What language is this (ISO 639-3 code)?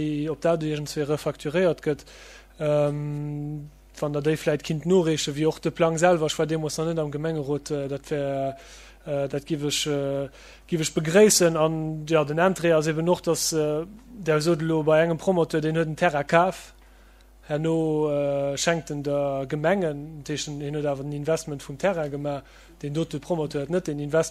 ltz